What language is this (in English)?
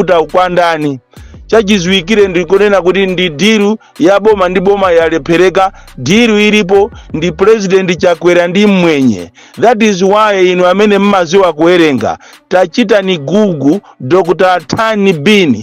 Nyanja